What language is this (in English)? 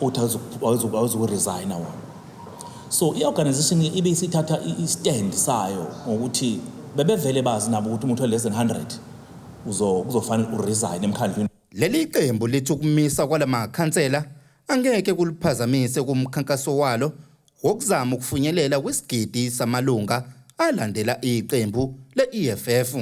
Zulu